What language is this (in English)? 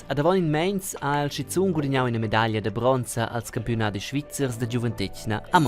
Romansh